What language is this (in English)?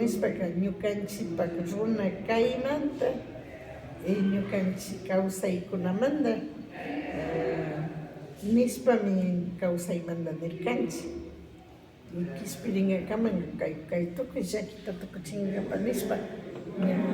Imbabura Highland Quichua